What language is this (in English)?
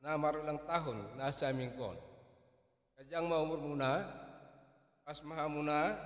Batak Toba